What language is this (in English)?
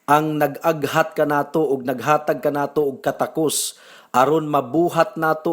Cebuano